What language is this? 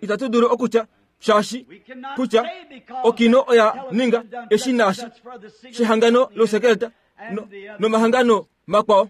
Kuanyama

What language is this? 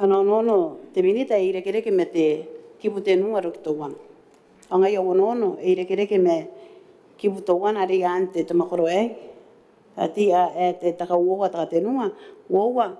Gilbertese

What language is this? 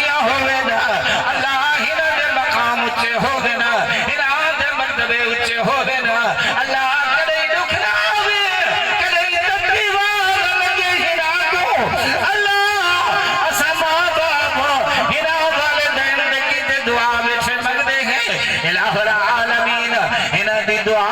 Saraiki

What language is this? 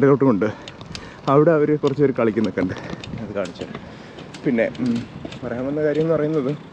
Malayalam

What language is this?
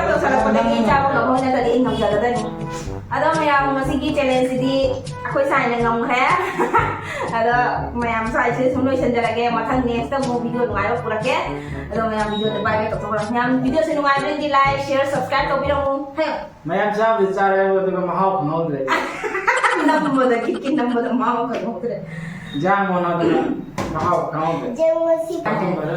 Manipuri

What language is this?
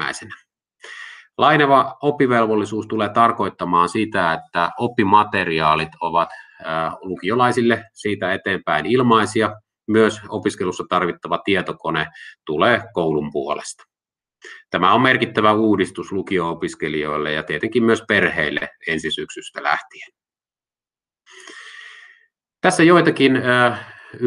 Finnish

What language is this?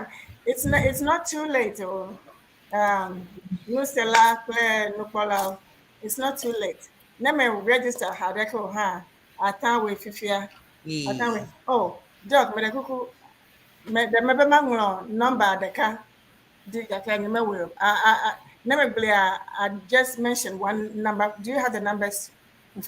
Ewe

